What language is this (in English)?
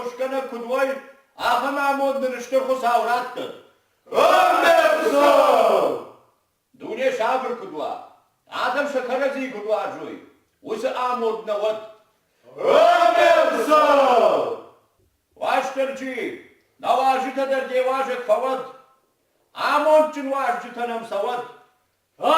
Ossetic